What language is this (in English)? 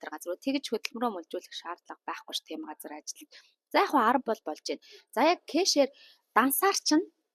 Mongolian